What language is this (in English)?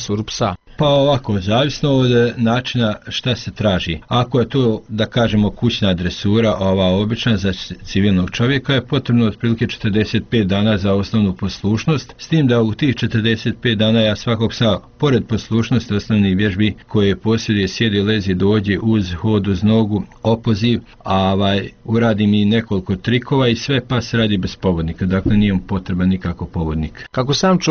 Bosnian